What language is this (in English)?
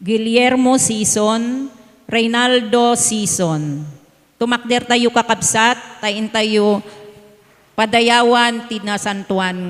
Iloko